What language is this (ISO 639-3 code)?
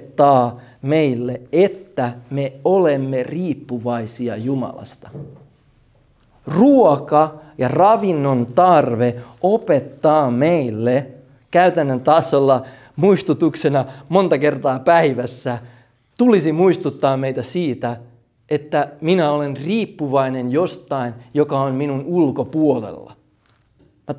fin